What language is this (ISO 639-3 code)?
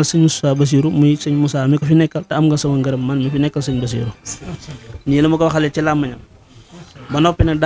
wol